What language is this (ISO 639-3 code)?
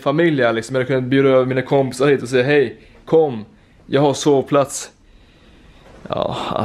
swe